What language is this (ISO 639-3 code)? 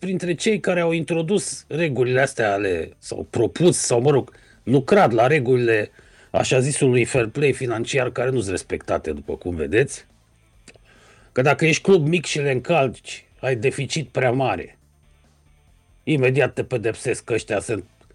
ron